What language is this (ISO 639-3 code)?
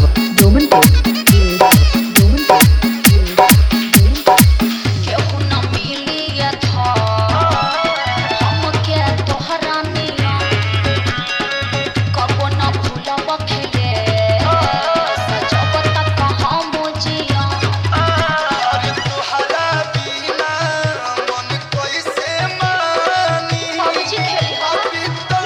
bho